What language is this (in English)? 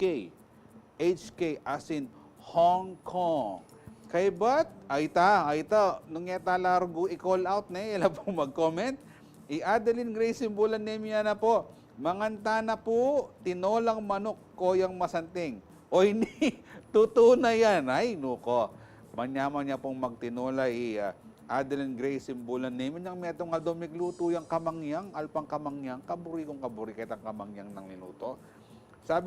Pampanga